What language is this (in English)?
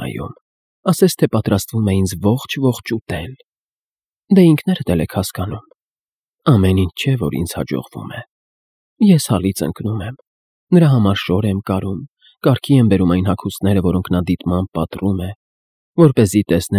Armenian